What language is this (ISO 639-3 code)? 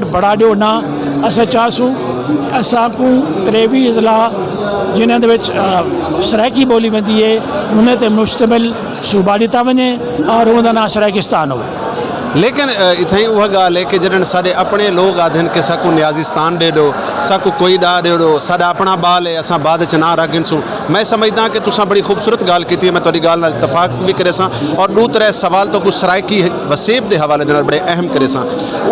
skr